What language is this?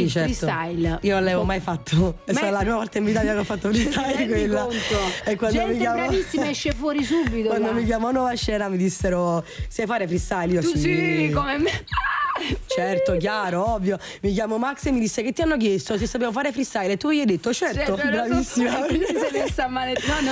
Italian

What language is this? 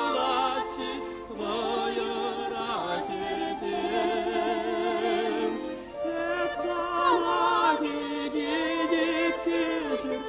Chuvash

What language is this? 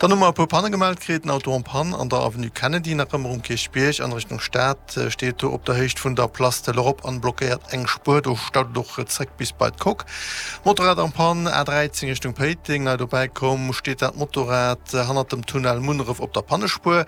Luxembourgish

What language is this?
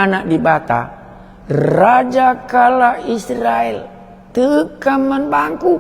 Batak Karo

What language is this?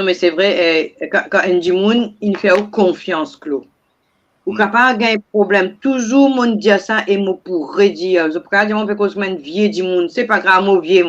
Morisyen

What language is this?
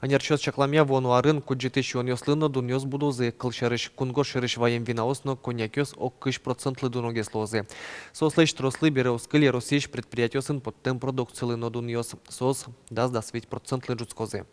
Udmurt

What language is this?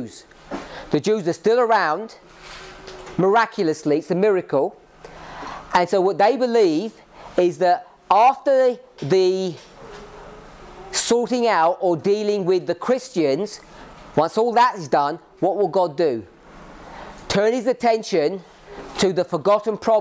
English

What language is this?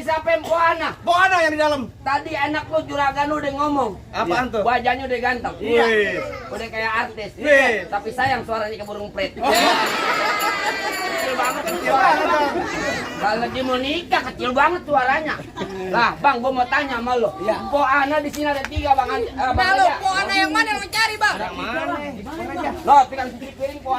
Betawi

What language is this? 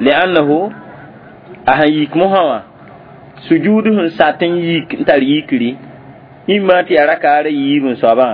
Mossi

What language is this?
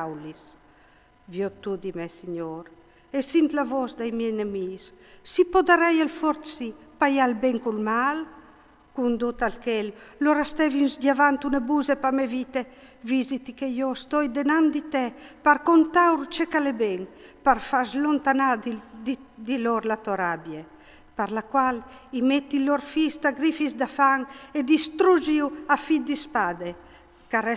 Friulian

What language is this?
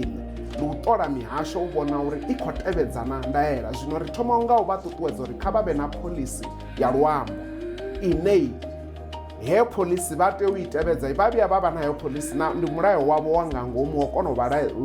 Venda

